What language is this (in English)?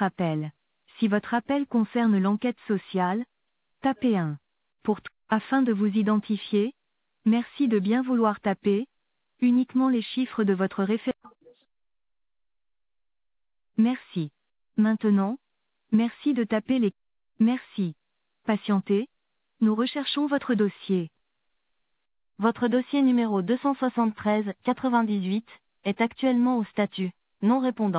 French